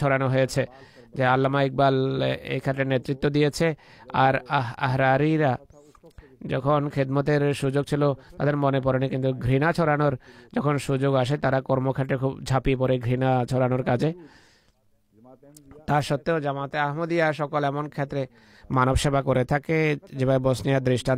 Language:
Bangla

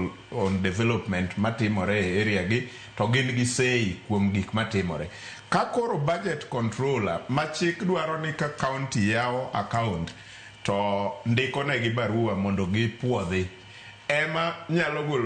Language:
Luo (Kenya and Tanzania)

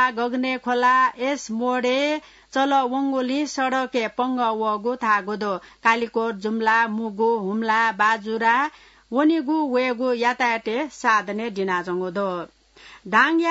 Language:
Newari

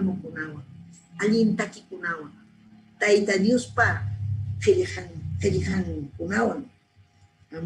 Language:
Ayacucho Quechua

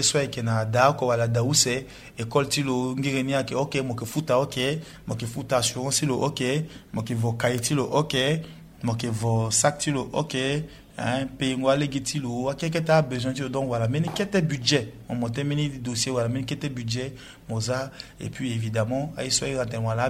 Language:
Sango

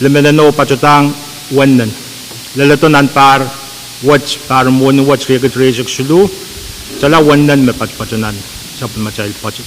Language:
Pohnpeian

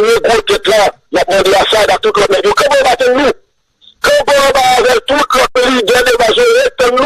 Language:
Haitian Creole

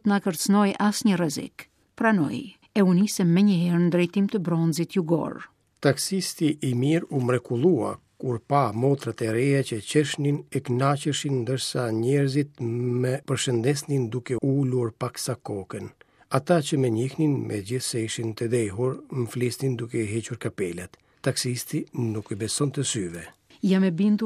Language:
Albanian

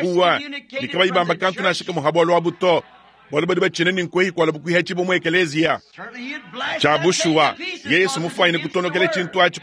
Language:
Luba-Lulua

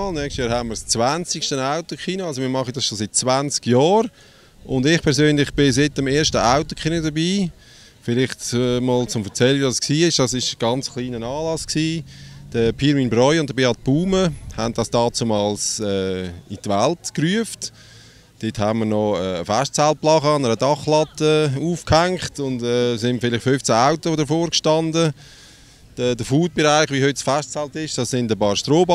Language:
Swiss German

